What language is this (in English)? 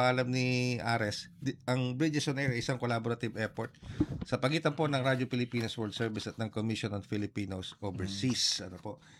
Filipino